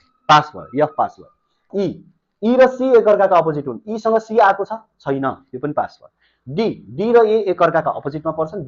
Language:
Nepali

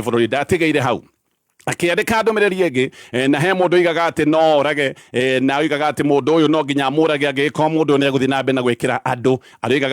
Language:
Kikuyu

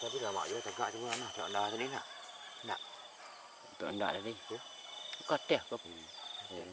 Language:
Minangkabau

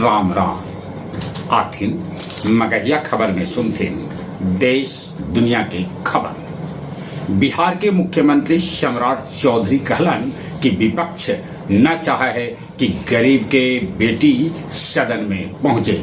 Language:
Magahi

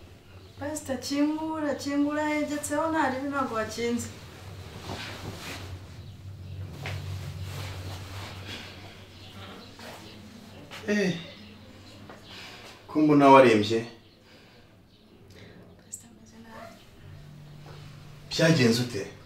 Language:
Kinyarwanda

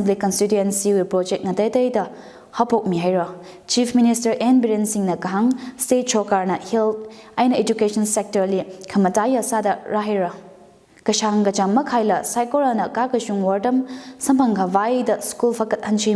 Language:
Tangkhul Naga (India)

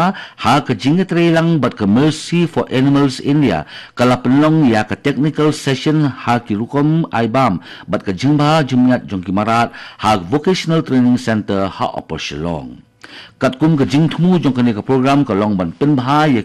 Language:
Khasi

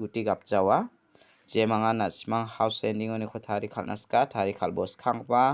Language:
Garo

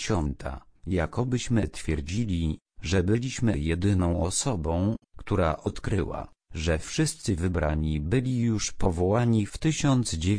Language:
Polish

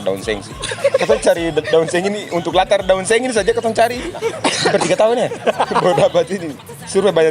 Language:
Ambonese Malay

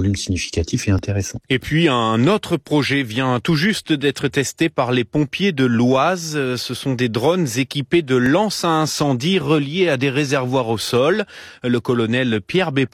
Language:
French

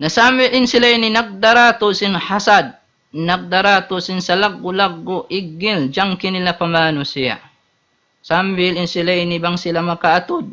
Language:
Tausug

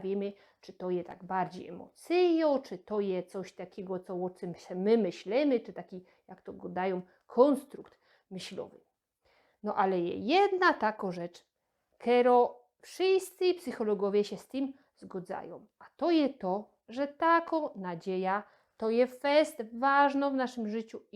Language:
Silesian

